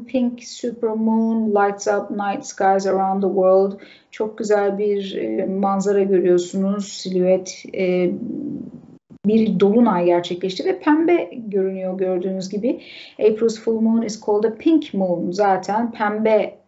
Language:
Turkish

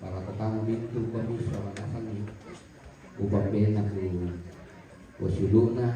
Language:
Toraja-Sa'dan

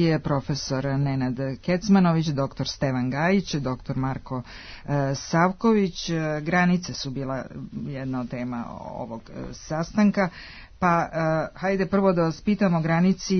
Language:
Serbian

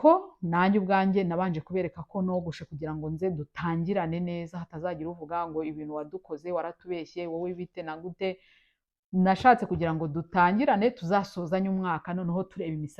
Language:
Kinyarwanda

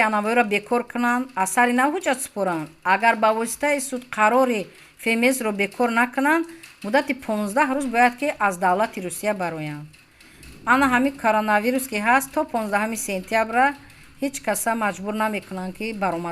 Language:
Tajik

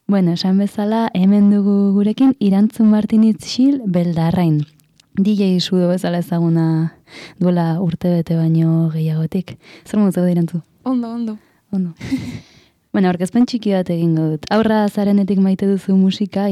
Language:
Basque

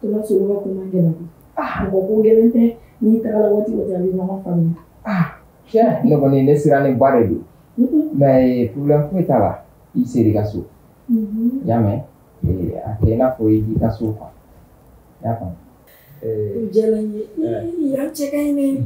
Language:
Bambara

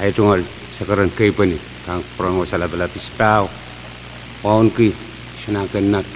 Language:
Pohnpeian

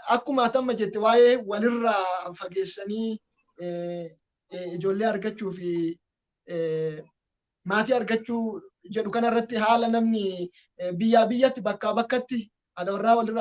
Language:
Oromo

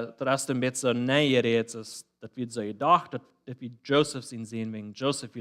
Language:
Plautdietsch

